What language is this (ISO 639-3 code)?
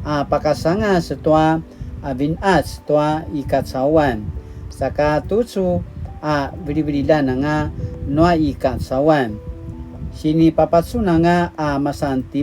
pwn